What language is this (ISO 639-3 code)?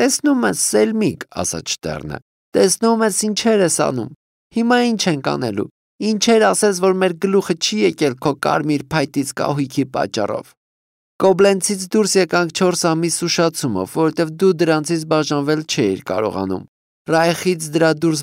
hye